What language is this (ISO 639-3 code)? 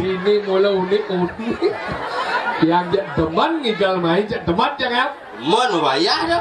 ban